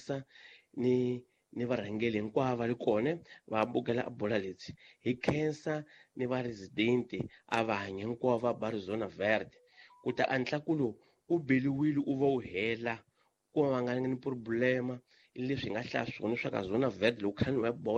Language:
Tsonga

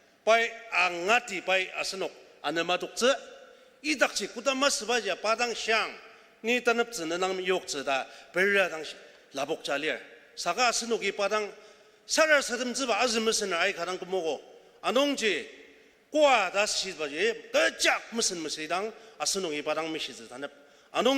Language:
Ao Naga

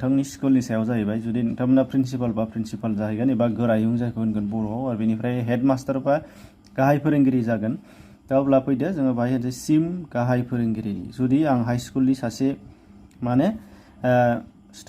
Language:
Bodo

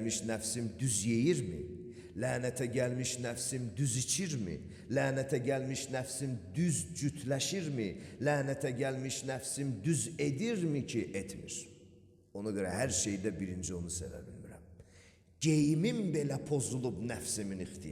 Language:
Azerbaijani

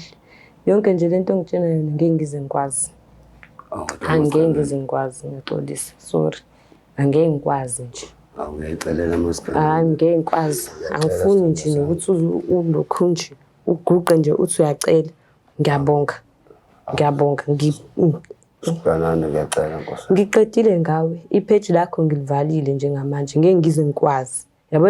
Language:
Zulu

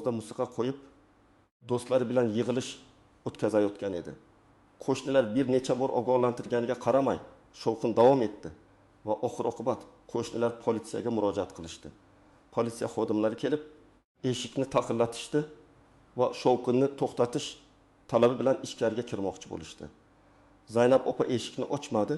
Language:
Uzbek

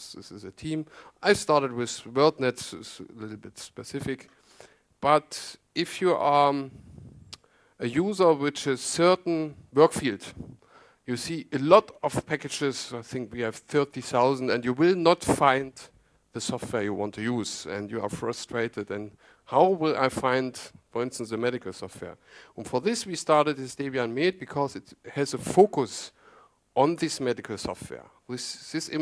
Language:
English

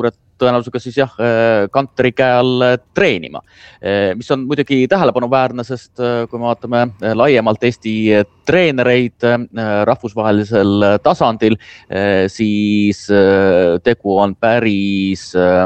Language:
Estonian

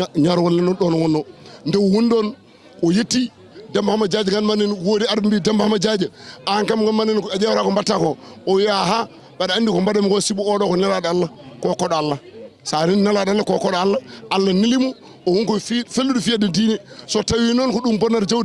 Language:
Fula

